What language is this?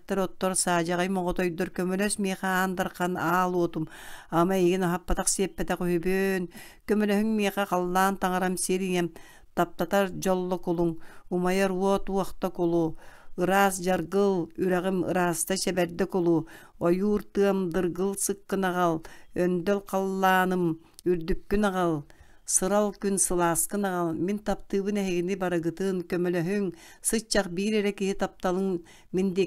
Yakut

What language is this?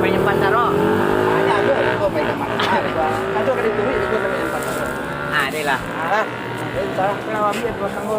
Minangkabau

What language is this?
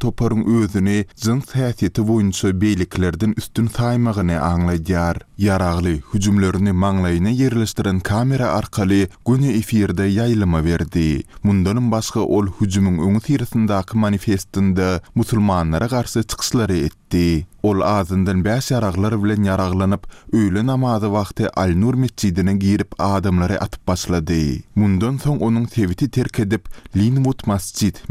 Turkmen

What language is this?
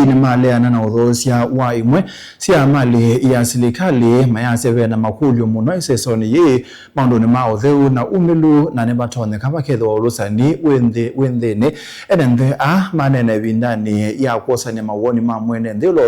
Kamba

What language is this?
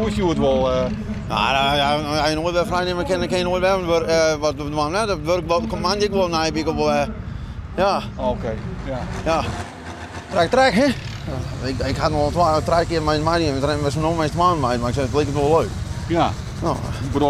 Western Frisian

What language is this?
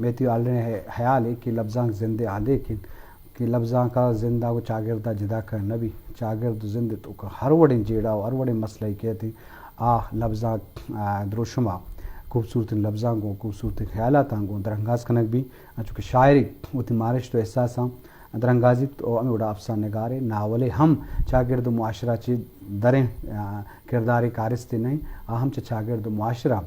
Eastern Balochi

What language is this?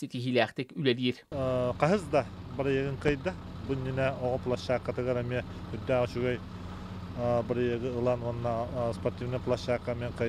Yakut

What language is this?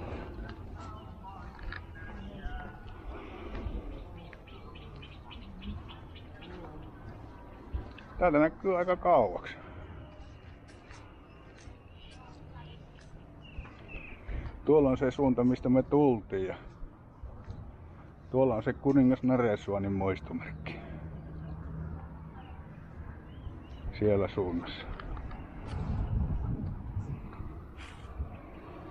Finnish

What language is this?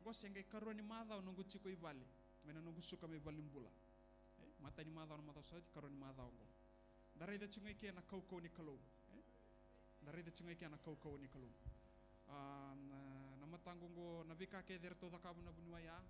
Fijian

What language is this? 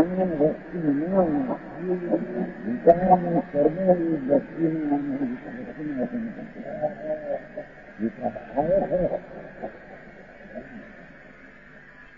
Gujarati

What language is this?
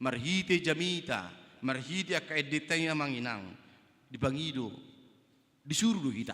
Batak Toba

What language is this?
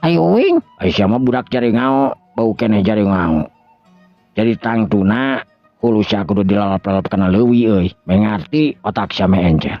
Sundanese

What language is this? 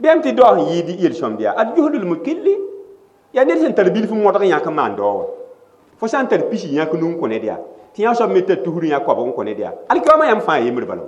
Mossi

